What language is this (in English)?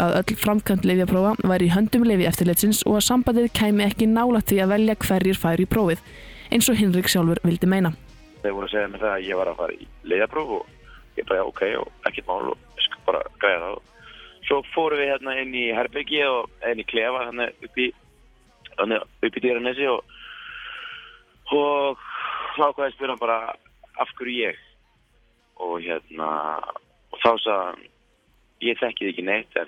Icelandic